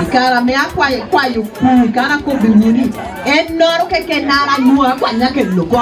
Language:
Lango (Uganda)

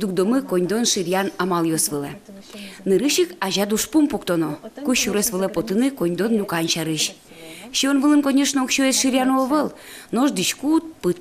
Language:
Udmurt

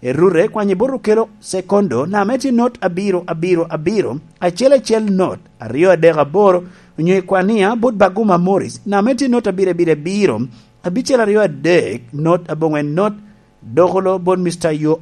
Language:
Lango (Uganda)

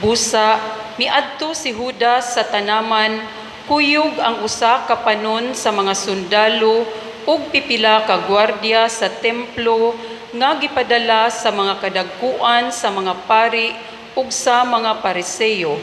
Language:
Cebuano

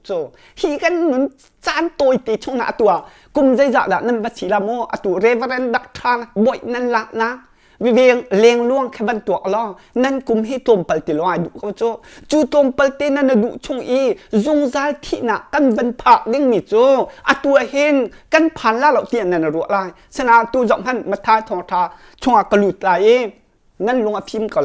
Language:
Hakha Chin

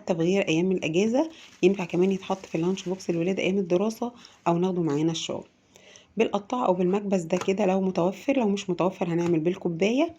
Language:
Egyptian Arabic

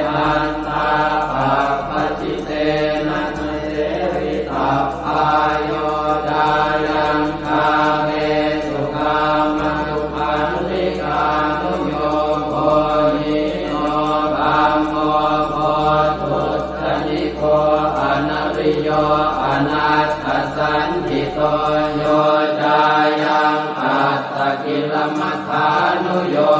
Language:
Pali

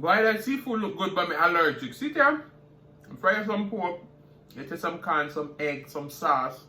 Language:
Jamaican Creole English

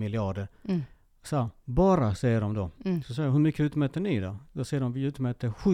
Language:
Swedish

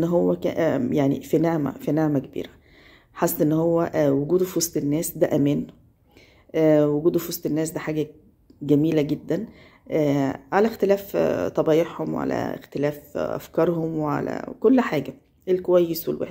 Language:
Egyptian Arabic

